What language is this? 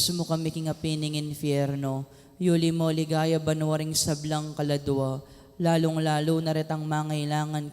Pampanga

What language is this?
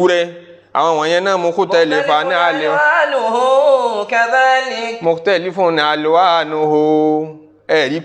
Yoruba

